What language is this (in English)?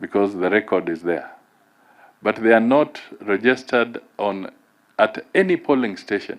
Gusii